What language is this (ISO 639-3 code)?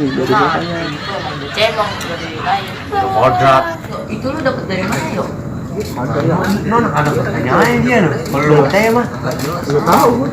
bew